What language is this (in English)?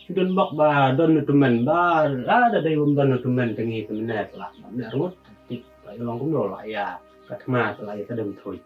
Khasi